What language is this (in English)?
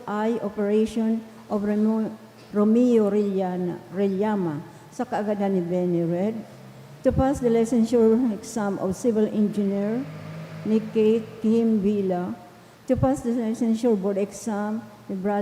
Bikol